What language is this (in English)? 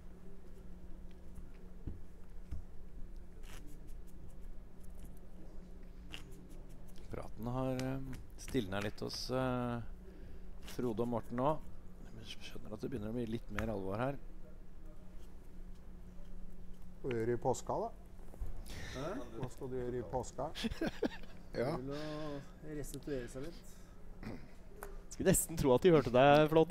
Norwegian